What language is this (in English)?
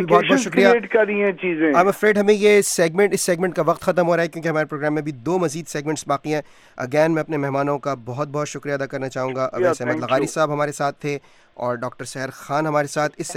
Urdu